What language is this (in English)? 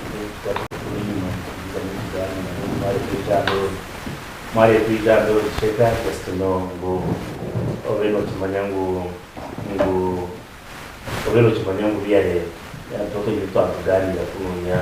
Nyankole